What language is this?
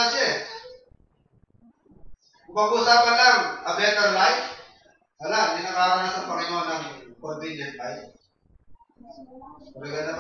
Filipino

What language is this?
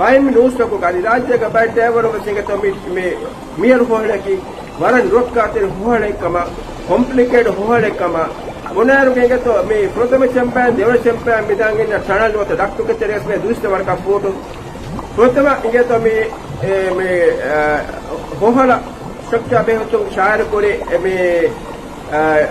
Divehi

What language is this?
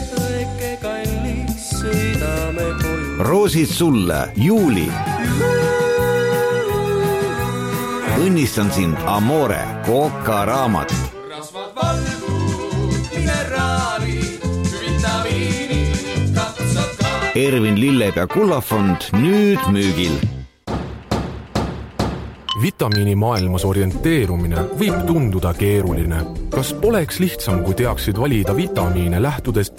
Estonian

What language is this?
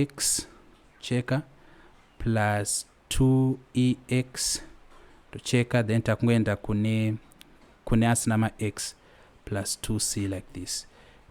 Shona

